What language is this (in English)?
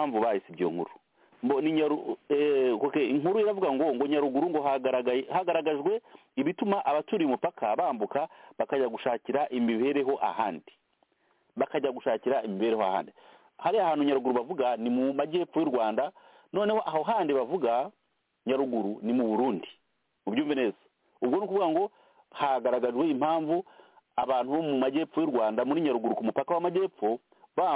Kinyarwanda